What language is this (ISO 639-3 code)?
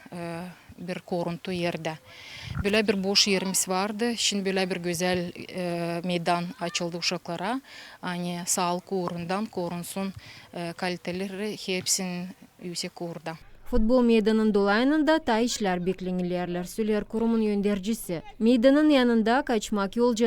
gag